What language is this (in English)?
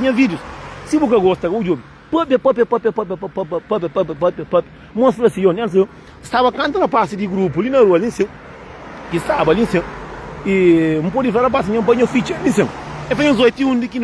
Kabuverdianu